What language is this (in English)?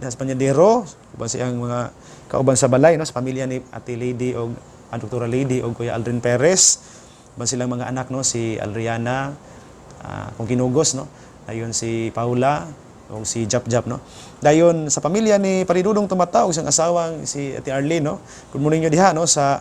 Cebuano